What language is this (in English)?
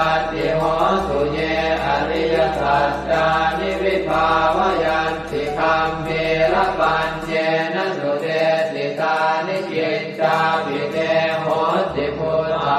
Pali